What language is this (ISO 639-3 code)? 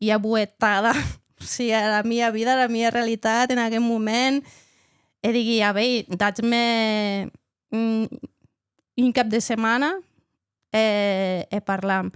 oci